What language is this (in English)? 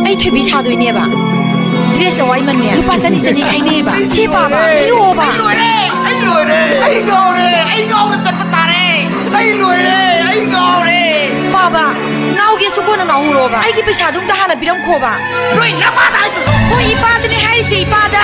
Manipuri